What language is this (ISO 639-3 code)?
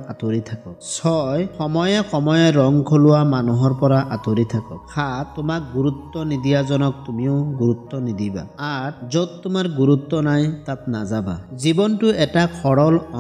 asm